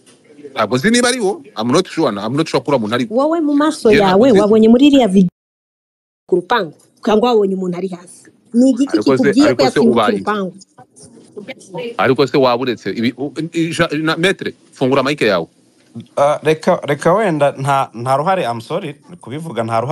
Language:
Kinyarwanda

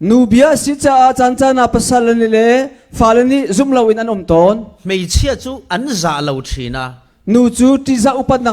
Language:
Falam Chin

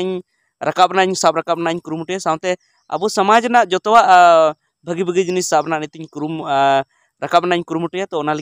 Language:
Santali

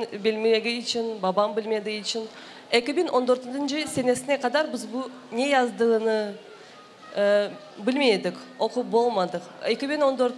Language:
Crimean Tatar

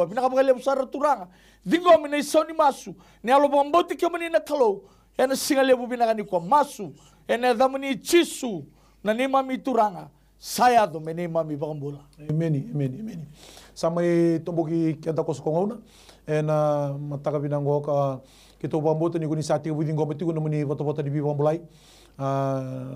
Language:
Fijian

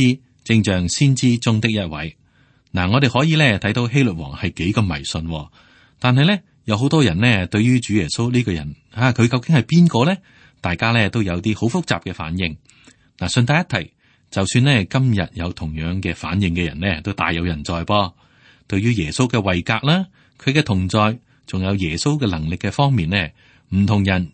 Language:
Cantonese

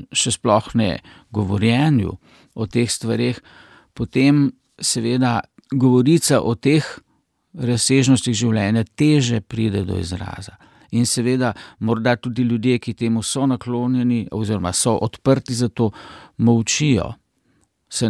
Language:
Slovenian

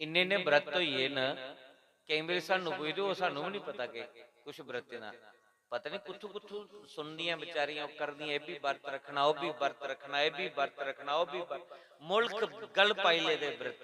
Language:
Dogri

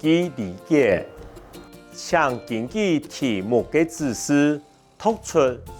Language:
Hakka Chinese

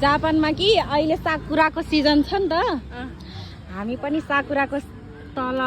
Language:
Nepali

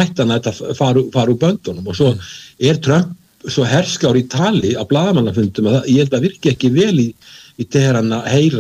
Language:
Icelandic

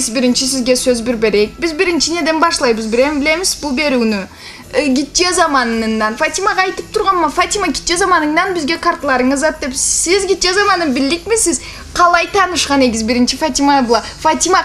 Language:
Karachay-Balkar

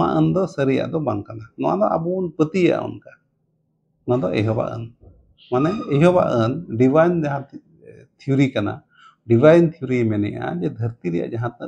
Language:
Santali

